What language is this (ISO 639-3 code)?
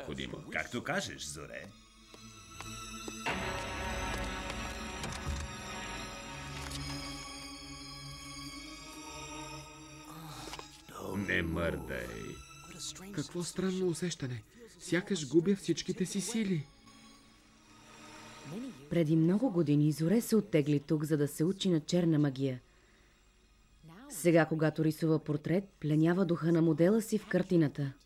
bul